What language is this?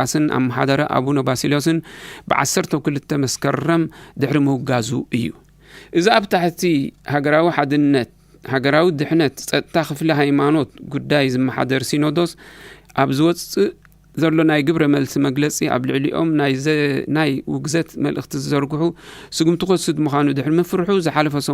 Tigrinya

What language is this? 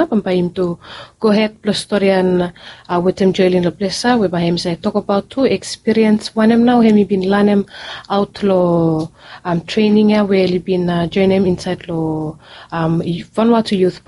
Bislama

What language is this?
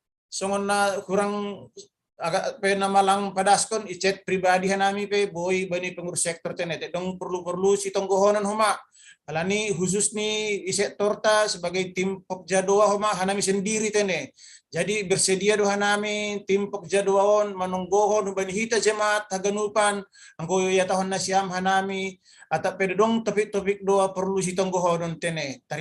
Batak Simalungun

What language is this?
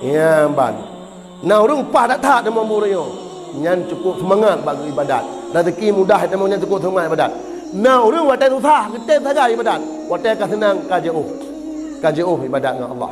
Achinese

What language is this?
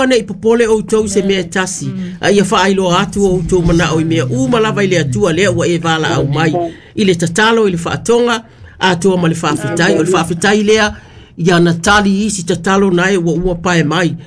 Samoan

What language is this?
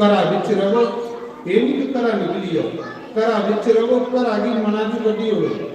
Dogri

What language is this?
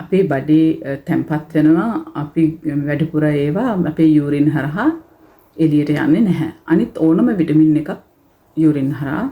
Sinhala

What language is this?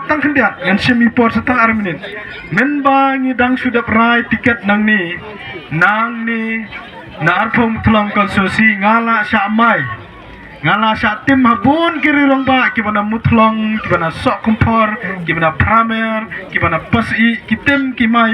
Khasi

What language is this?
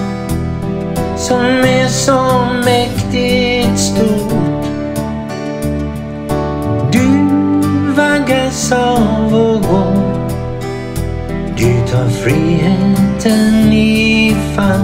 Swedish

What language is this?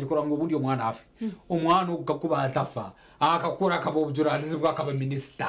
Nyankole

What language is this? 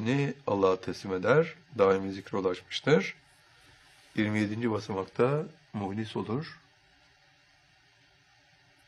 Turkish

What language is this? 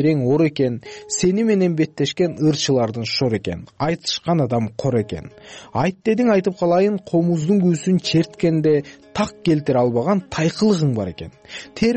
Kyrgyz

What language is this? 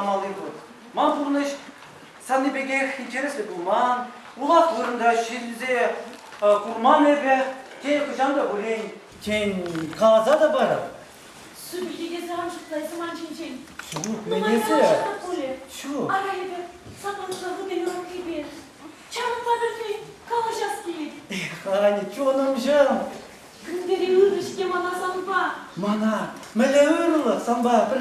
Chuvash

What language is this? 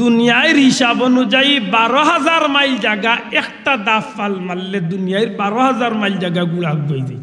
Sylheti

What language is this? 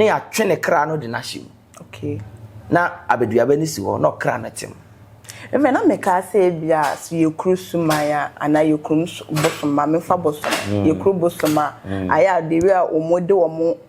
Akan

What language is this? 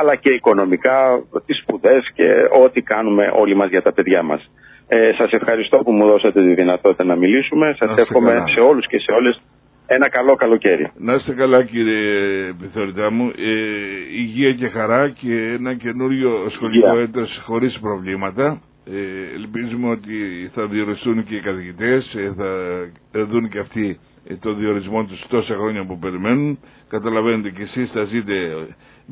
Greek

